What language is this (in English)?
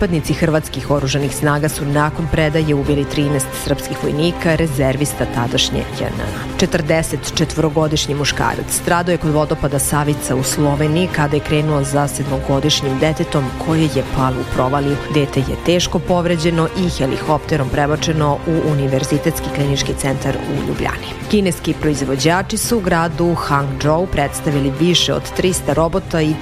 Serbian